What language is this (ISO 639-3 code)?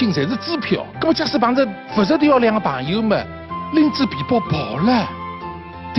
wuu